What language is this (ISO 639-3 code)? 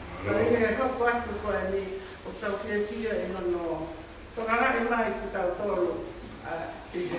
ton